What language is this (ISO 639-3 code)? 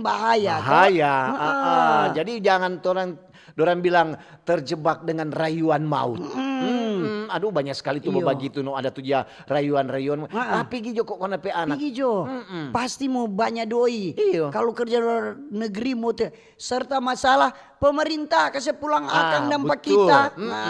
xmm